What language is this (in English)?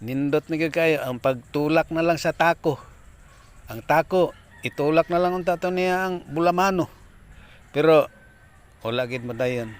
Cebuano